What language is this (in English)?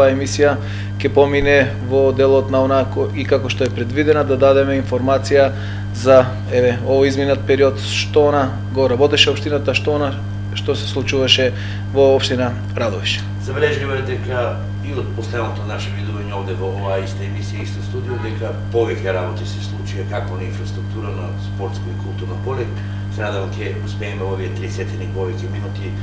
Macedonian